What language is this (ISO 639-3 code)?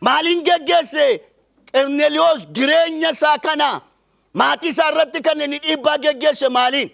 orm